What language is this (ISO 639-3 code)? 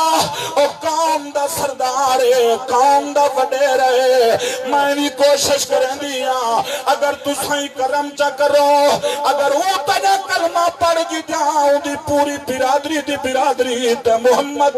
skr